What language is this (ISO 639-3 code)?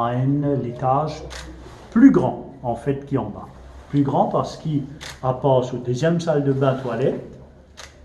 mfe